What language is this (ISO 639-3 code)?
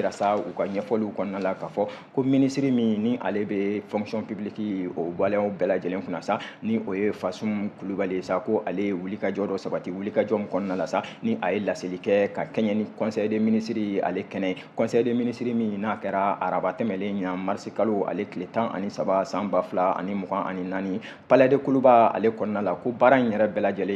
bam